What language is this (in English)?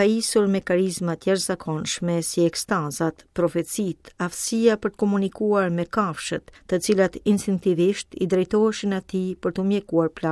Albanian